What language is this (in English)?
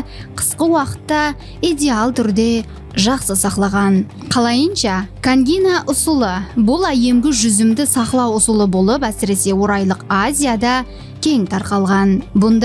Kara-Kalpak